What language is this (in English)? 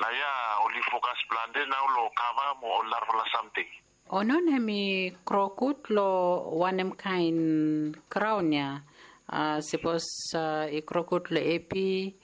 Bislama